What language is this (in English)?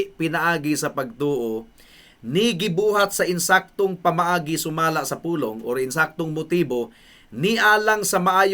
Cebuano